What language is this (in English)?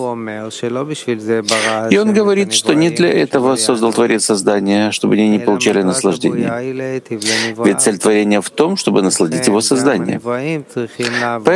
Russian